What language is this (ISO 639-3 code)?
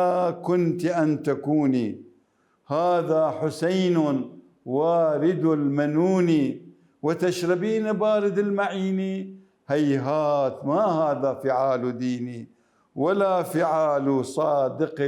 acm